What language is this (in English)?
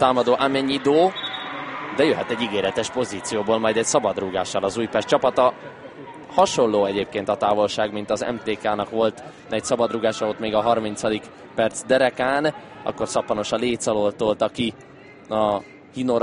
Hungarian